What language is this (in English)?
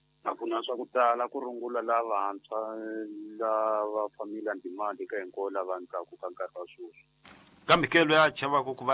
Tsonga